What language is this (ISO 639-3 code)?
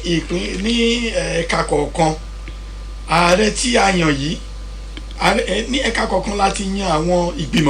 yor